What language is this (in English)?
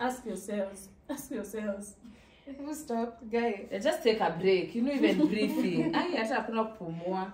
Shona